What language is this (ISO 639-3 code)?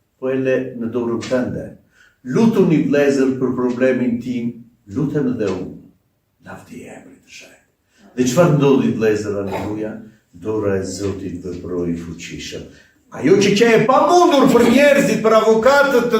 sqi